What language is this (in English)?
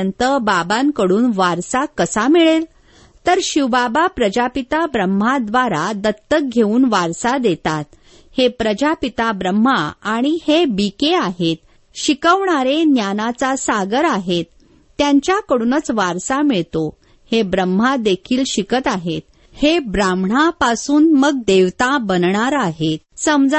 Marathi